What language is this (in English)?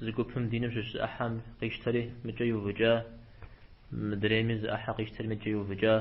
Kabardian